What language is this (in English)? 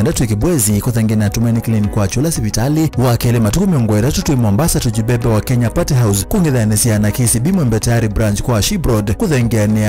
Kamba